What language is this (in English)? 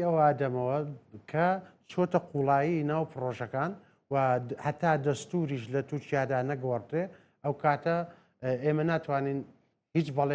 Central Kurdish